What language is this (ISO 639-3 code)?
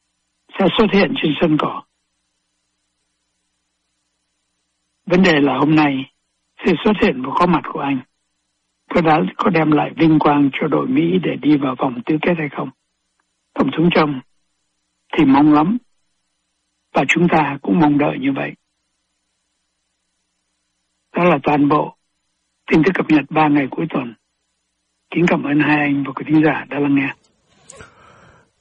vie